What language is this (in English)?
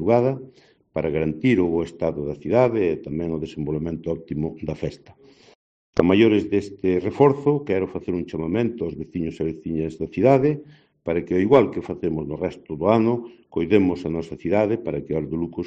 Galician